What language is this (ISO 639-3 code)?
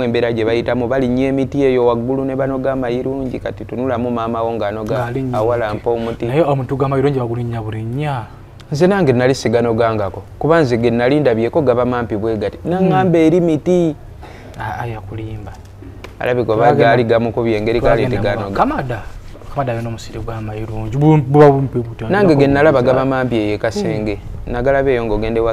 lug